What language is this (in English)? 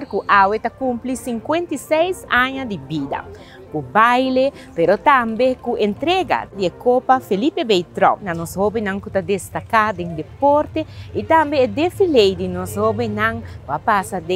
Papiamento